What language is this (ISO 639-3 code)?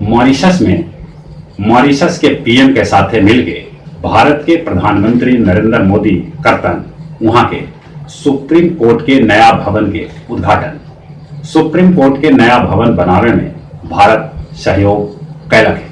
mag